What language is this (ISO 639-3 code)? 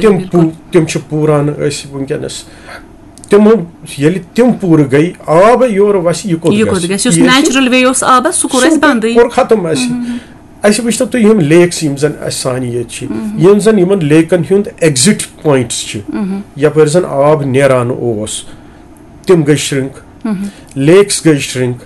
kas